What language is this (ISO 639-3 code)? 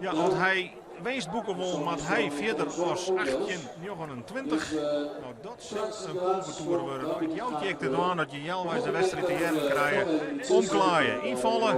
fry